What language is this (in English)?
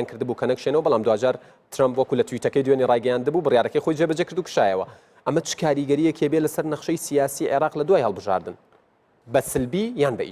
Central Kurdish